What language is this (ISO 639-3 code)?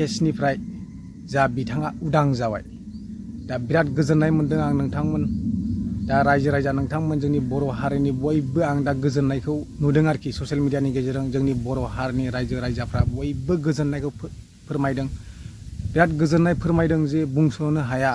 brx